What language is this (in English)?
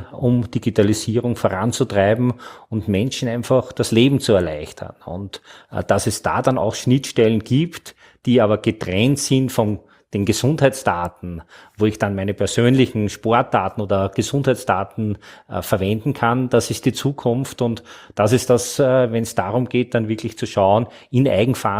German